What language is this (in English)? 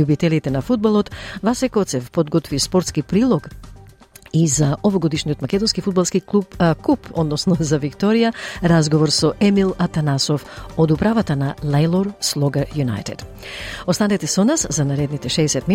Macedonian